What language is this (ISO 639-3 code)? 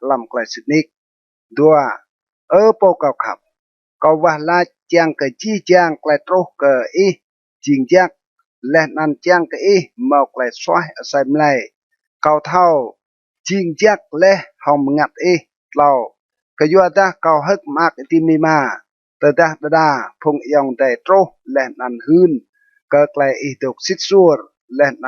rad